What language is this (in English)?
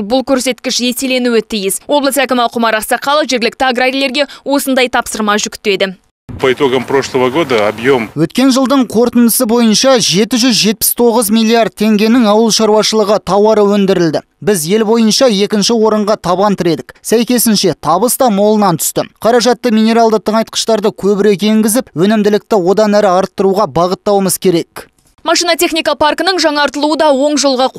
Kazakh